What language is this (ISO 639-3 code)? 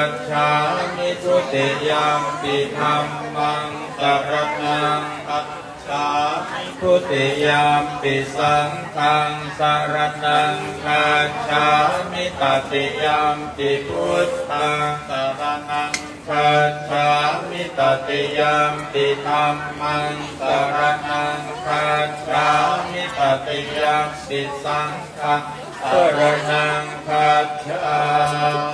pli